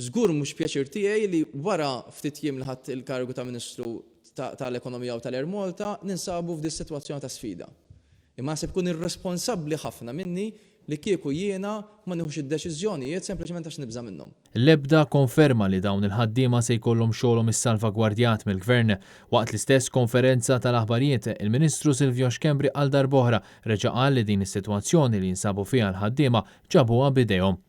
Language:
Maltese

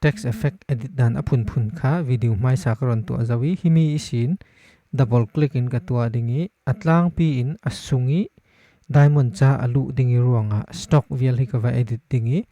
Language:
Falam Chin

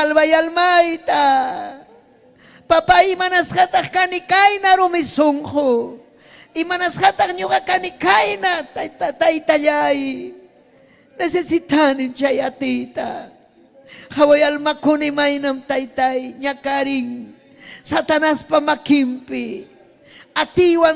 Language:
Ayacucho Quechua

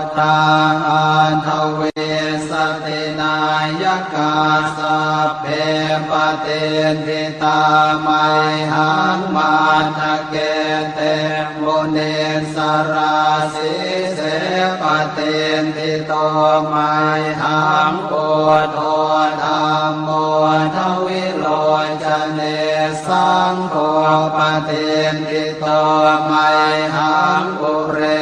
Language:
Pali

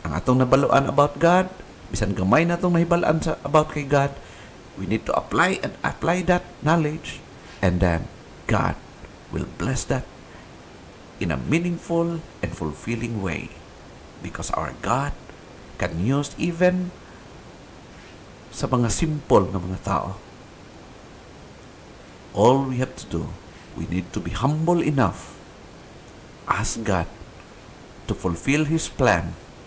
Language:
Cebuano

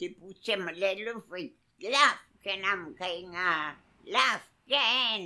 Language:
Mapuche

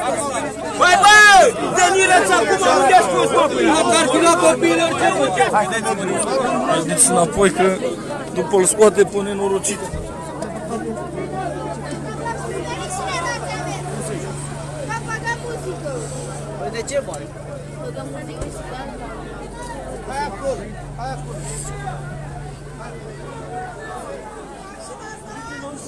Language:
Romanian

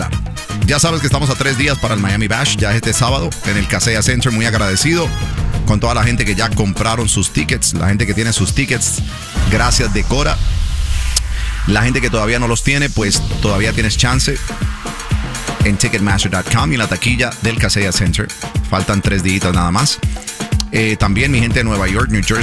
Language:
Spanish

